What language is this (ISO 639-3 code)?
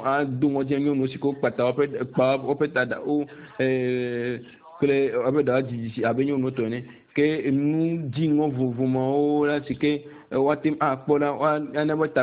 ewe